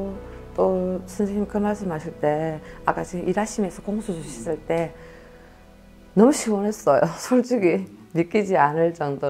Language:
Korean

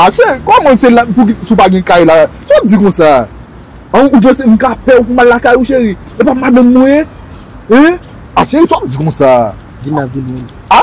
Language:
Haitian Creole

